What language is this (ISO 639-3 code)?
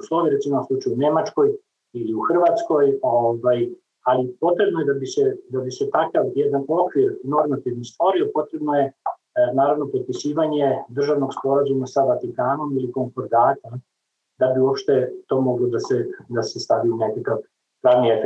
srp